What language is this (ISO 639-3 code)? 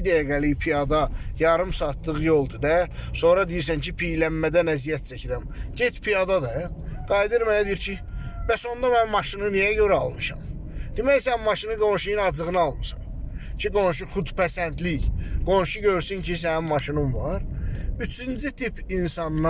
aze